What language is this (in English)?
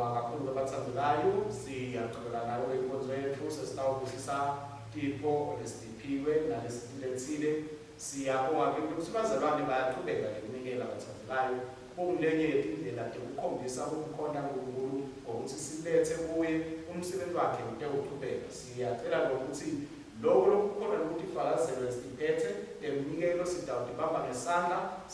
Swati